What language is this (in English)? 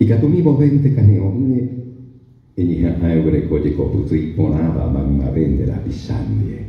Guarani